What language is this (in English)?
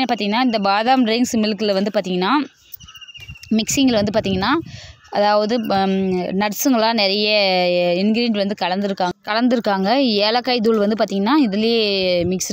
Tamil